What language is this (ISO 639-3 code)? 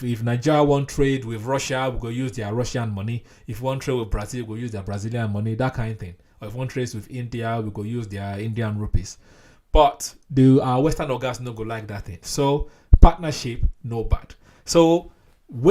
pcm